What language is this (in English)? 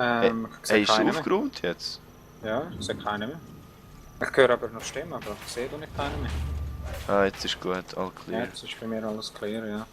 Swiss German